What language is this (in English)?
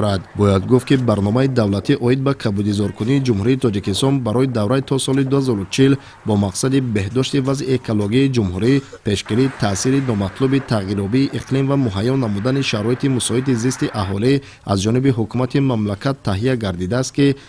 Tajik